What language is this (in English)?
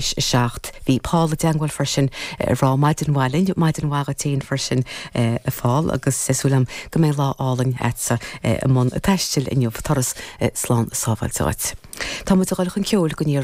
Irish